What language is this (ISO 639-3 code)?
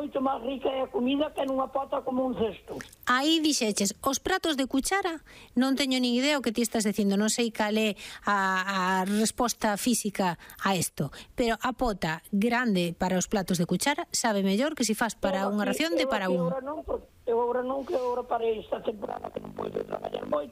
glg